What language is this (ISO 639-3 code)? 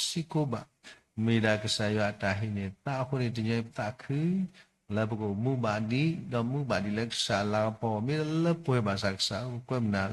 ksw